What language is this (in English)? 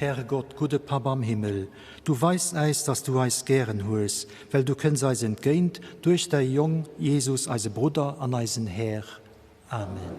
Luxembourgish